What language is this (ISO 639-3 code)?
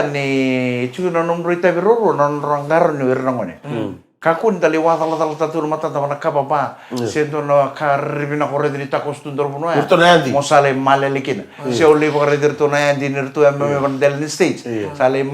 fij